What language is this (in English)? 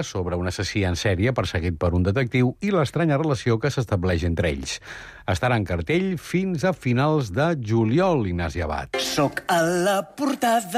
Catalan